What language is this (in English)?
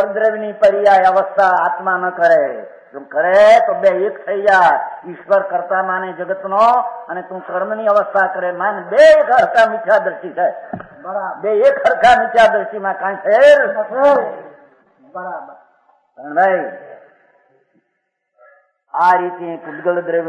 Gujarati